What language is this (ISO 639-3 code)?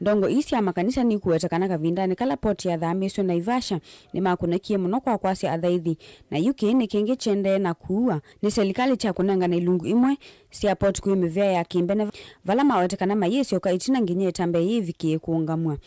kam